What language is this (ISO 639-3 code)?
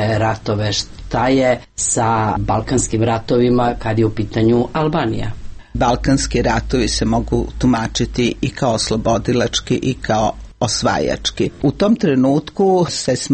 srp